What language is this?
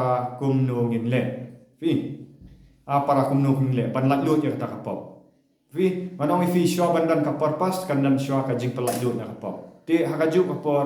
Khasi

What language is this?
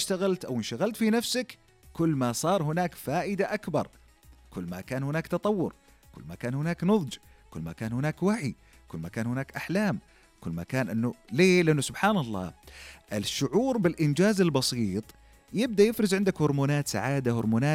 Najdi Arabic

